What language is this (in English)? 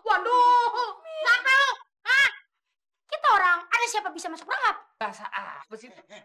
Betawi